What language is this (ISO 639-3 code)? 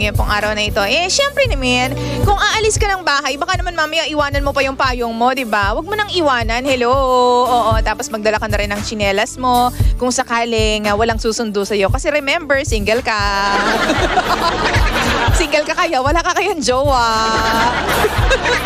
fil